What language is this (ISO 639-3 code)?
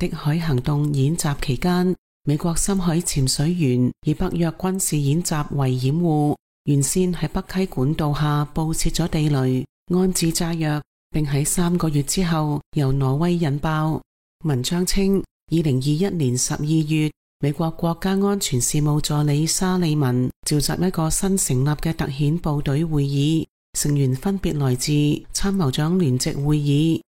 yue